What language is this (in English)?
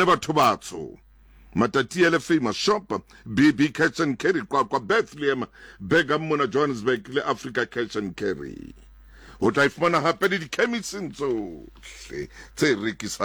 Southern Sotho